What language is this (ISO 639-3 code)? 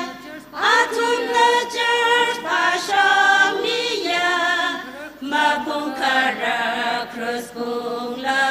nmf